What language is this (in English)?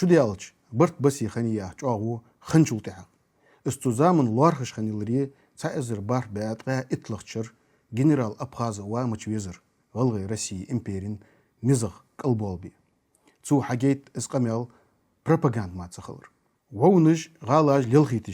Ingush